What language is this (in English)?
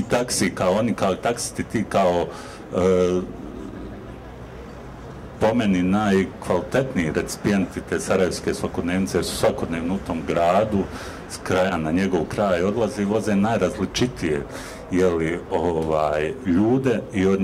Bosnian